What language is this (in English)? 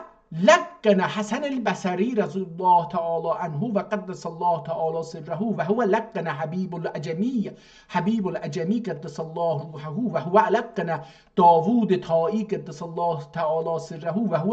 South Azerbaijani